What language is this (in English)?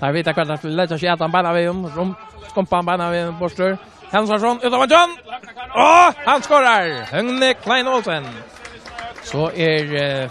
Faroese